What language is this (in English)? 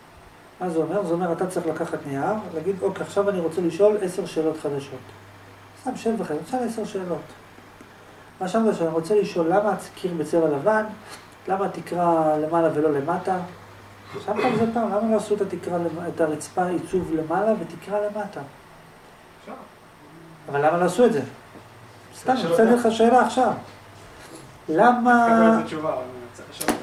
Hebrew